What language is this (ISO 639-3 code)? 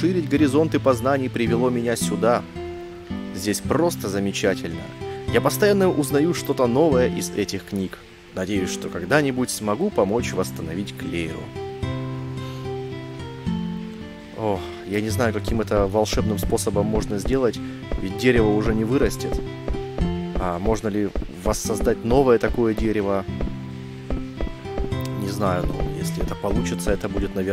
rus